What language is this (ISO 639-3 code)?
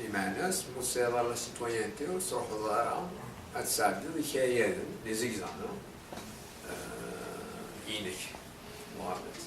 kab